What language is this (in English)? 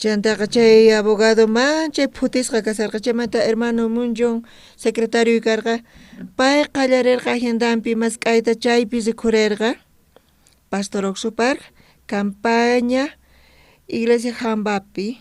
South Bolivian Quechua